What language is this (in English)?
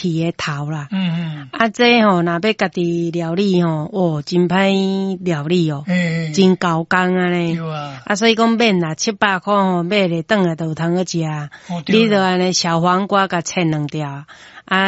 Min Nan Chinese